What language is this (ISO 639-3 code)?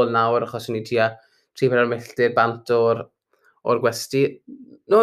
cym